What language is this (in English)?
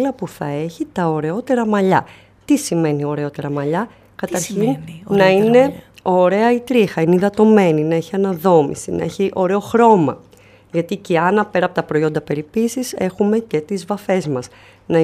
Greek